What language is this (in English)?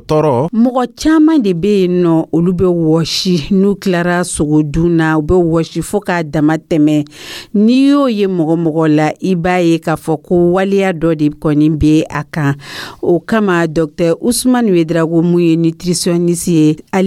Dyula